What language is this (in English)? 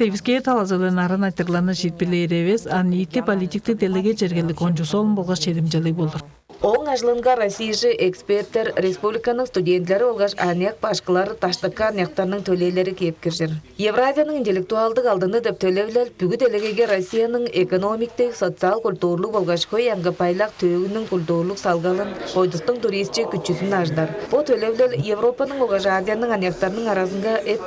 Tuvinian